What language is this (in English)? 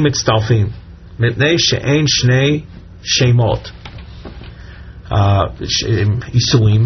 Hebrew